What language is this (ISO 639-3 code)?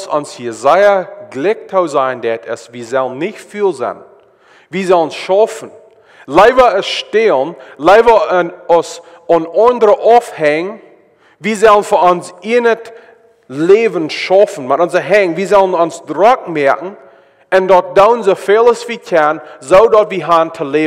pdt